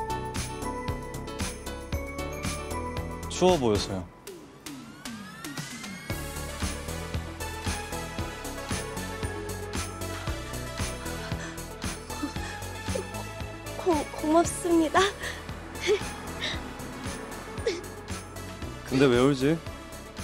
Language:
Korean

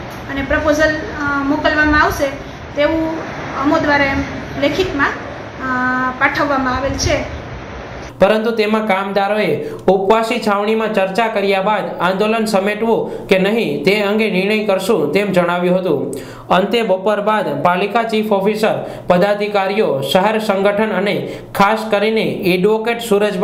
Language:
Gujarati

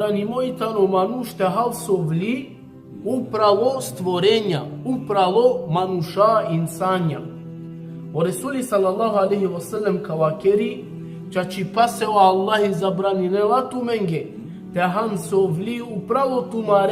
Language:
Balkan Romani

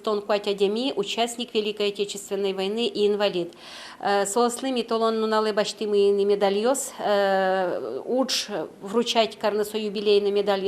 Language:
Udmurt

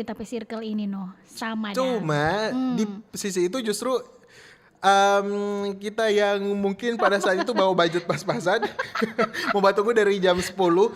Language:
Manado Malay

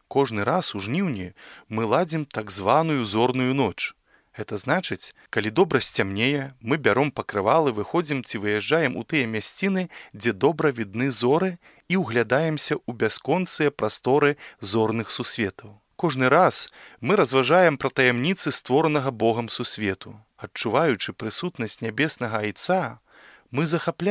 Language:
Belarusian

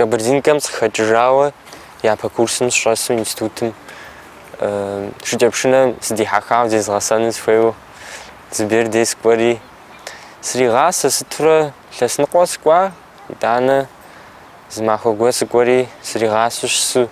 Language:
Kabardian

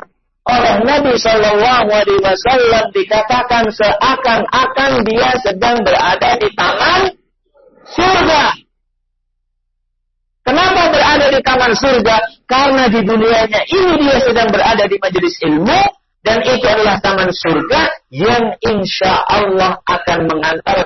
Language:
Indonesian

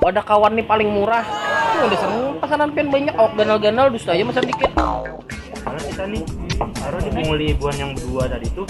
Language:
Banjar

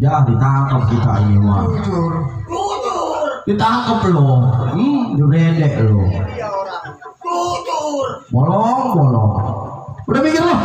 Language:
Betawi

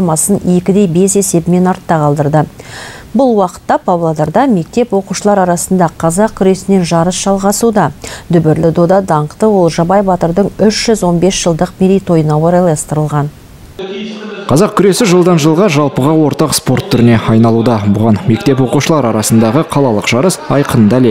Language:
Kazakh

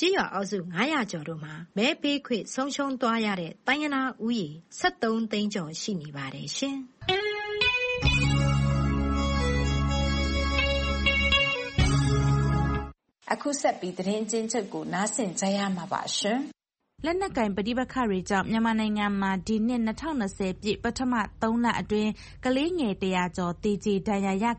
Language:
Burmese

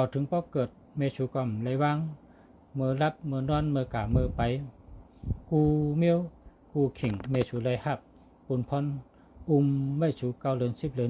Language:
Shan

